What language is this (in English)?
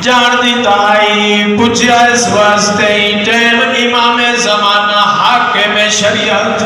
Saraiki